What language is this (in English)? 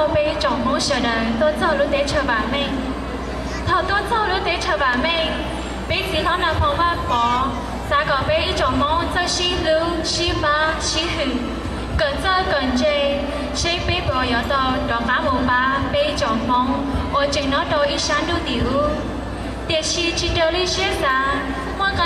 Hmong